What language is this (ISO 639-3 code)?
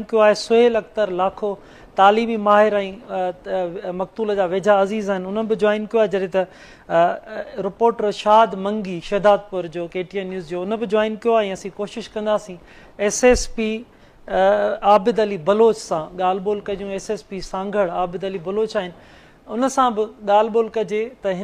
snd